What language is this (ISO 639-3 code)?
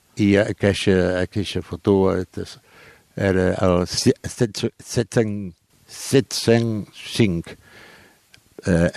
cat